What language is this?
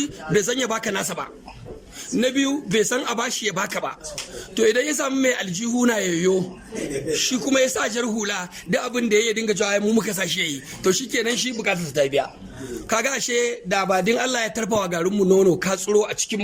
Hausa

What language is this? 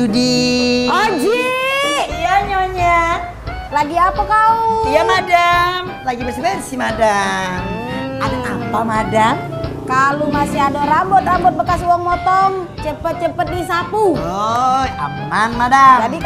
Musi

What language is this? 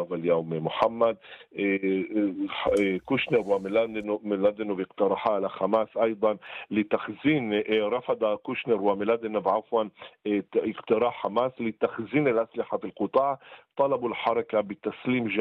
Arabic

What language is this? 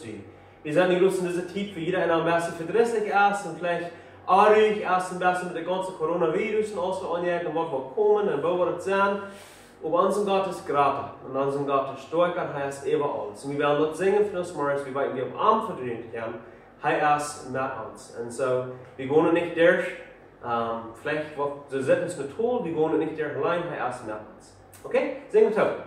Plautdietsch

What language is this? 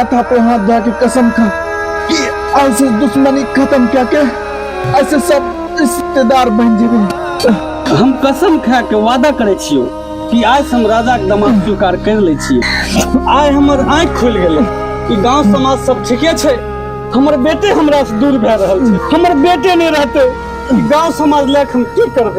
Maithili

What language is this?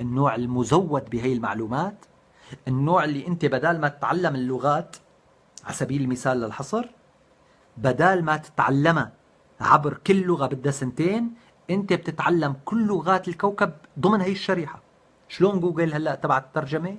North Levantine Arabic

